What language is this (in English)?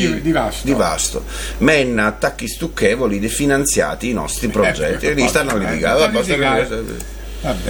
Italian